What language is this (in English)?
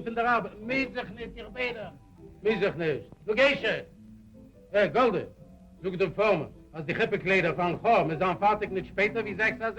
Yiddish